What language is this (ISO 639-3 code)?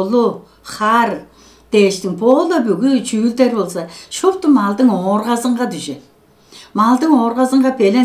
tyv